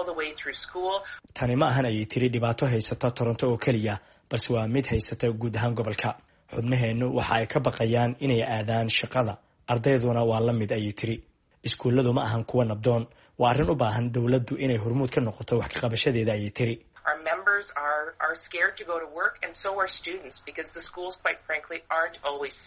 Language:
Somali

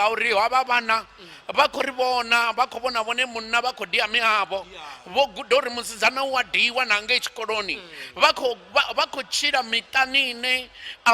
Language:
Venda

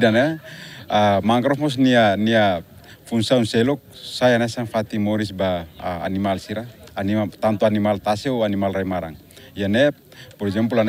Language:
Tetum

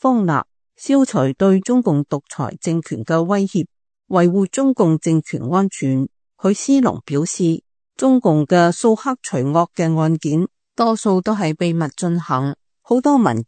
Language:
Cantonese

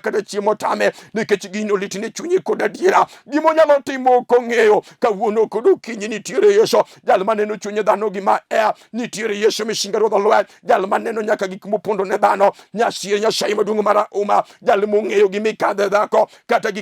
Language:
Luo (Kenya and Tanzania)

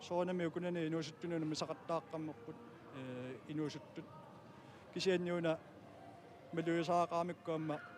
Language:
Kalaallisut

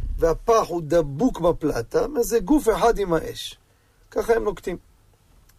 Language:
Hebrew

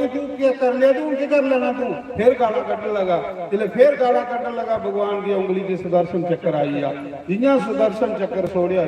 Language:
Dogri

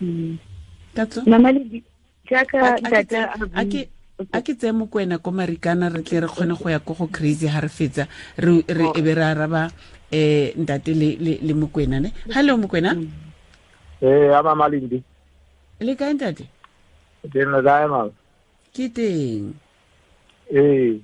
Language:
Tswana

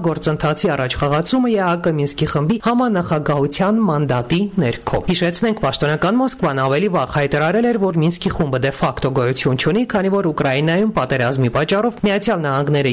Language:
Armenian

